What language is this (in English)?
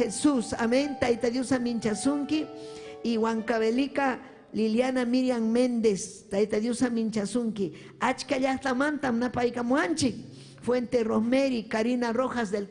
Ayacucho Quechua